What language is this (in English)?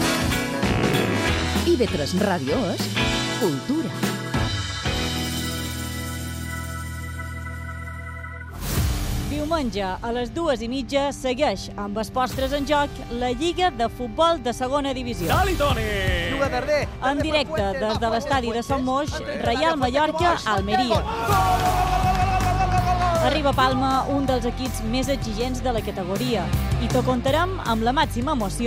Catalan